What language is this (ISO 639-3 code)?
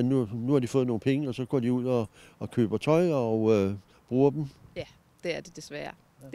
dan